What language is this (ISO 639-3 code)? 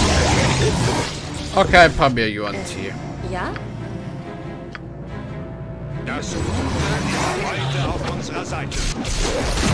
deu